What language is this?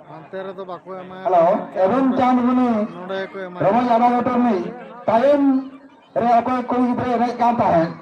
Santali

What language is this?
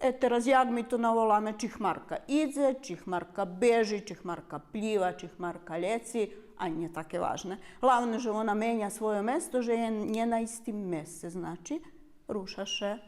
Rusyn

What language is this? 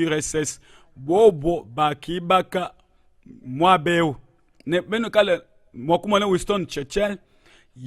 Luba-Lulua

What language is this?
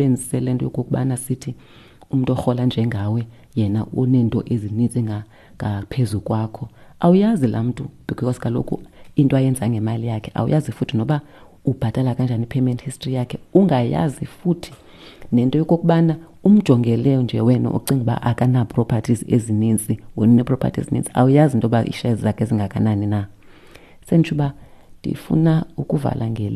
Xhosa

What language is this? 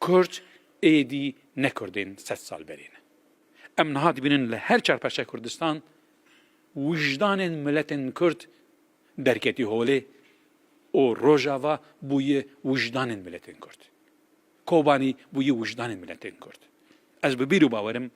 Kurdish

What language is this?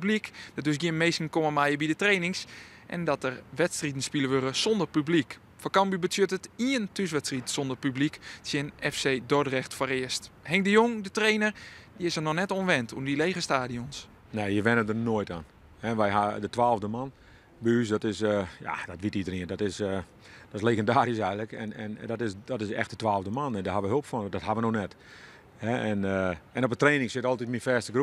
Western Frisian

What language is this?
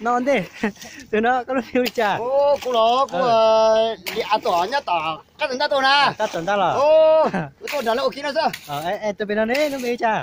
Hmong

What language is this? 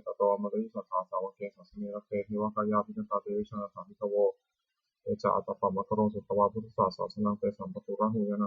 Pali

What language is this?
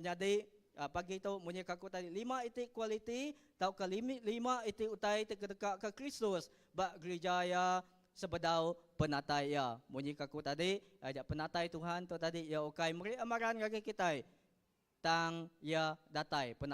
Iban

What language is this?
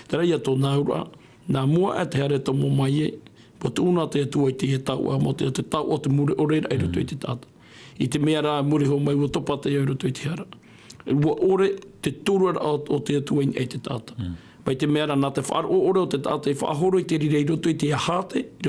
Tahitian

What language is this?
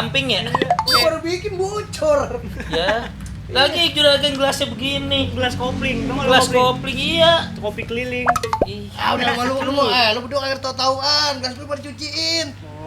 Betawi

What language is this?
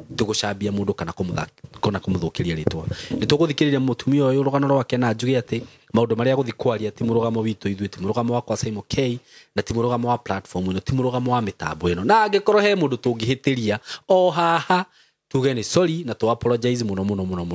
Kikuyu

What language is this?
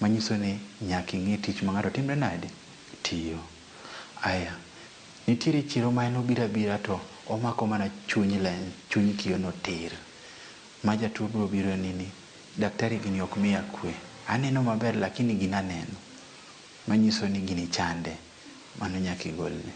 Luo (Kenya and Tanzania)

